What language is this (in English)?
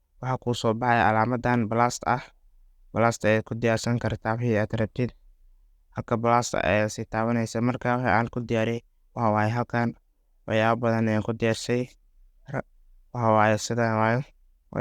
Somali